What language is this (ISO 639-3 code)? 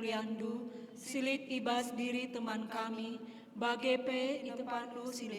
btx